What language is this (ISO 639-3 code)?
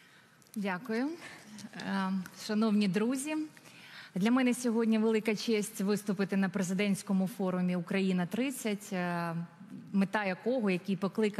ukr